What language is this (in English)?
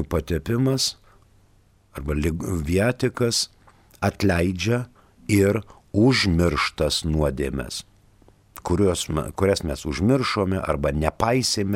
Lithuanian